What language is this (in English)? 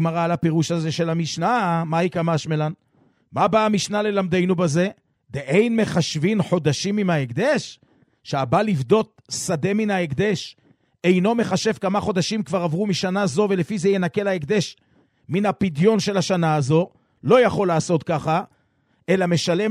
Hebrew